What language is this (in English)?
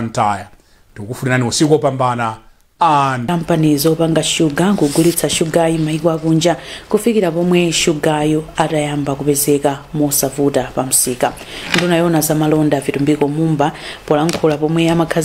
Nyanja